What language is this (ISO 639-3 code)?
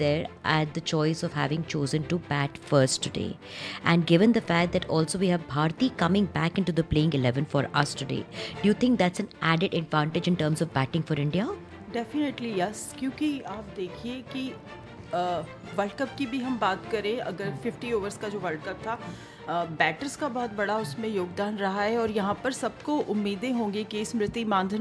hin